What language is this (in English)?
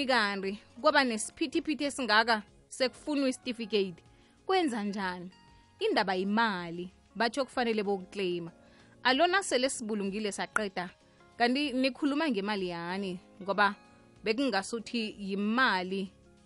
South Ndebele